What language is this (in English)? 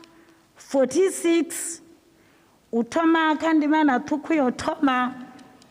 Venda